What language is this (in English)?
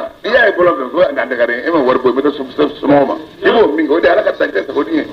Bambara